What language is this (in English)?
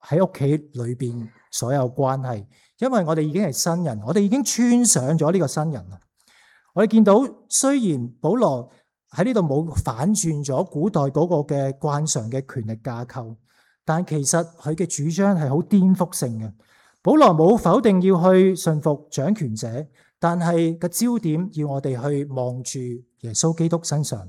Cantonese